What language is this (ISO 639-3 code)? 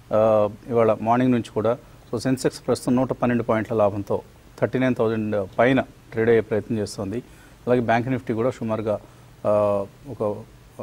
tel